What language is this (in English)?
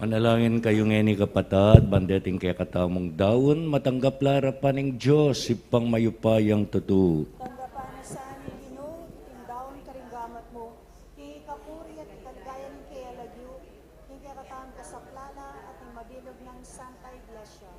Pampanga